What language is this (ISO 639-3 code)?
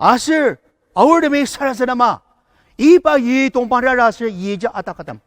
njo